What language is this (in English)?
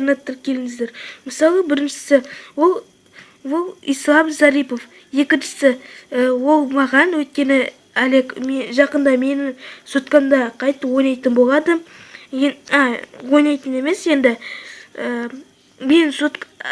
Kazakh